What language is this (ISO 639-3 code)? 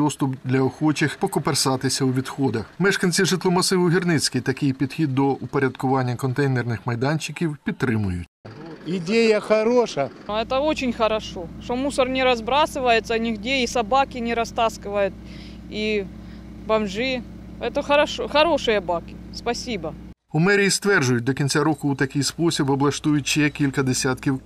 ukr